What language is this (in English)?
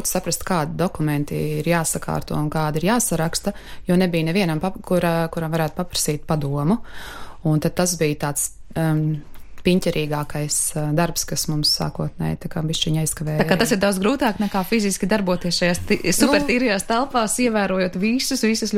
Latvian